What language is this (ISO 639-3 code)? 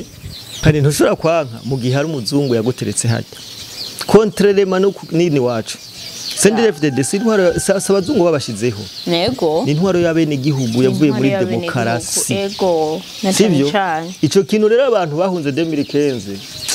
run